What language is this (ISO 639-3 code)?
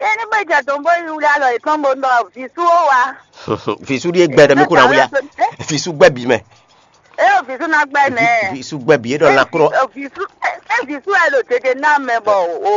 fon